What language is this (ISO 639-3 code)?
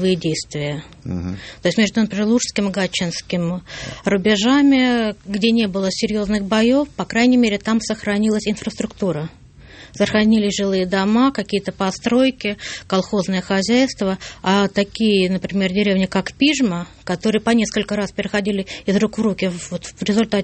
rus